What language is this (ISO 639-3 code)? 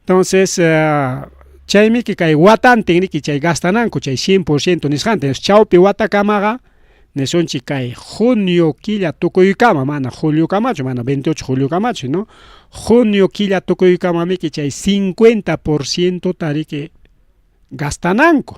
quy